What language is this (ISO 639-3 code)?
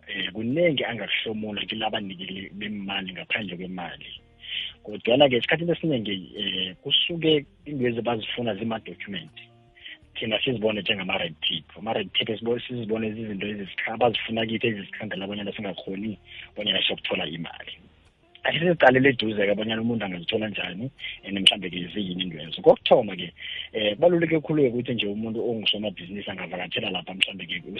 nbl